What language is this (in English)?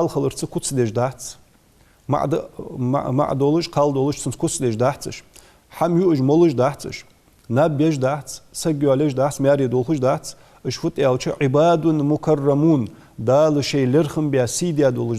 Ingush